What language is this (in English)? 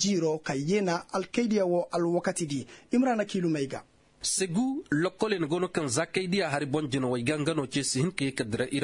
Koyraboro Senni